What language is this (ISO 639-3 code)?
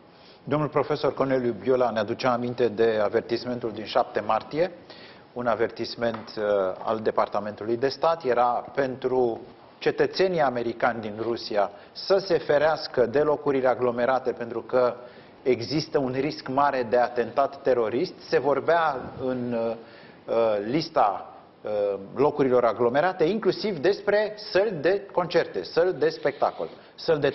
ron